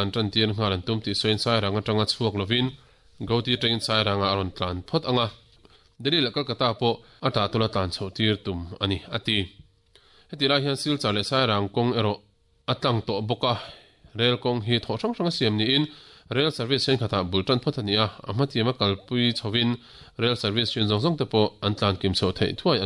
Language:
Mizo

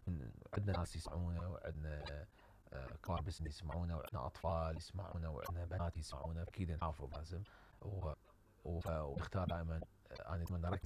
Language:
Mesopotamian Arabic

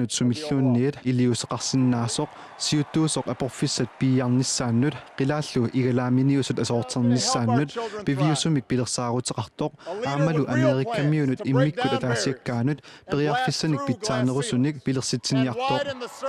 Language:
Kalaallisut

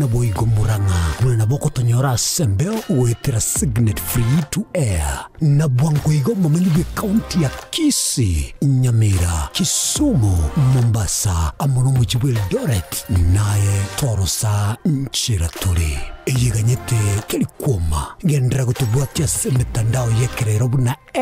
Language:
Gusii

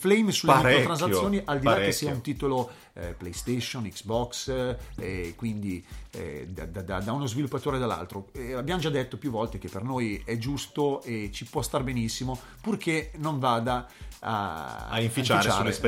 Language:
Italian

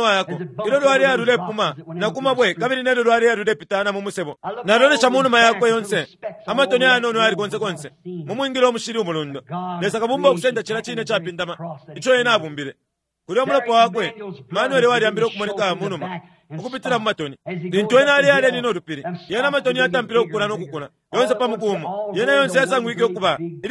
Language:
Bemba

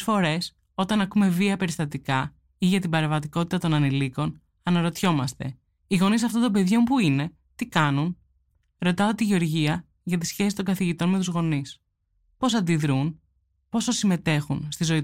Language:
Greek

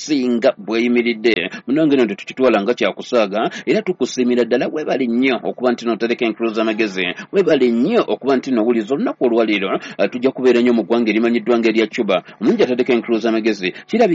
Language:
Ganda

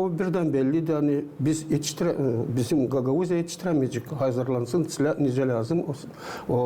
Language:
Gagauz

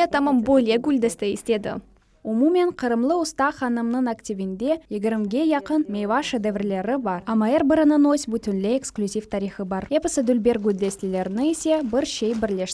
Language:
Crimean Tatar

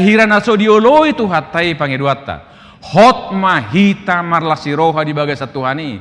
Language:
Batak Toba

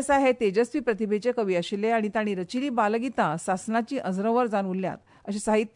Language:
Konkani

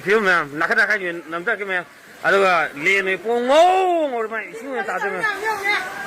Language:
Manipuri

